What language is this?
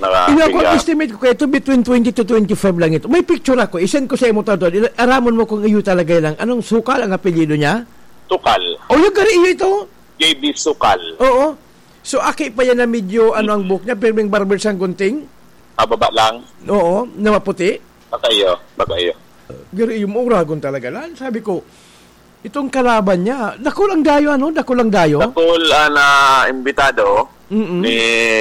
Bikol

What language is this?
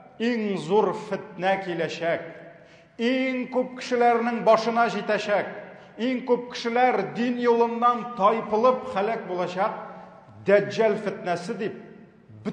Tatar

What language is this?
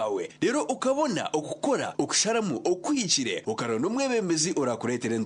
Nyankole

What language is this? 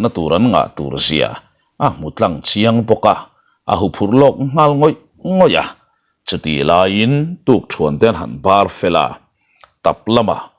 Mizo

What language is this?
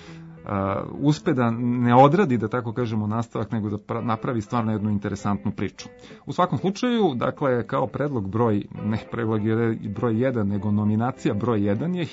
Serbian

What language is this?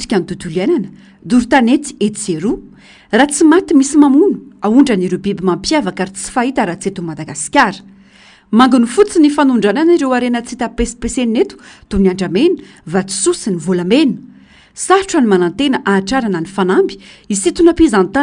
Malagasy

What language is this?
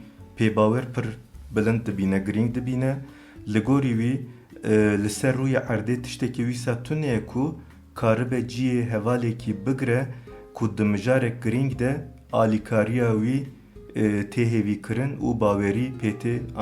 Kurdish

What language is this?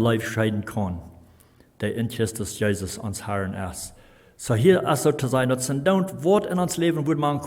Plautdietsch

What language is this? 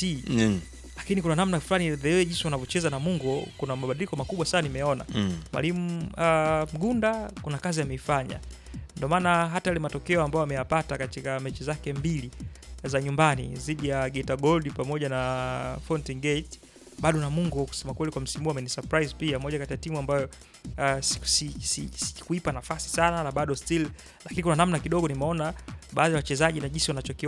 Swahili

